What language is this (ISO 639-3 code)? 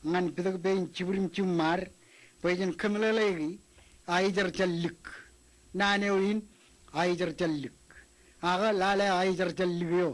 mah